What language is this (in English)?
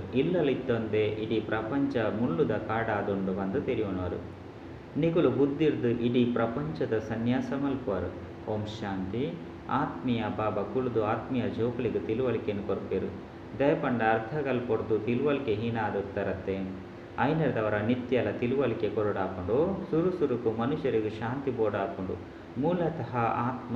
Tulu